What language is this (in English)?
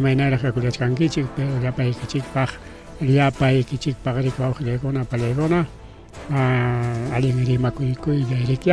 Ayacucho Quechua